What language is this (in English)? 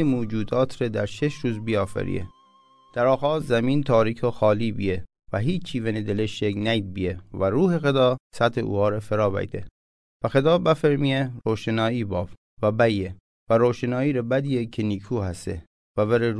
Mazanderani